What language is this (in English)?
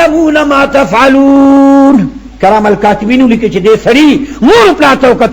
Pashto